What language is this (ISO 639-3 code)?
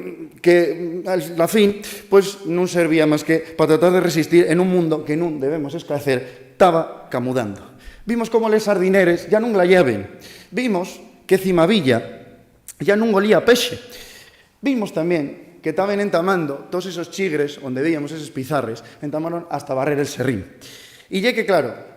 ast